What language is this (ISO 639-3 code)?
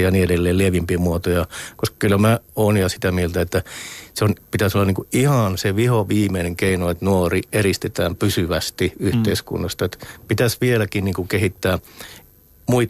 fin